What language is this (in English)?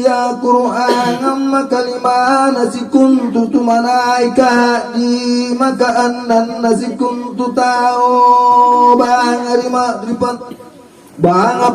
Makasar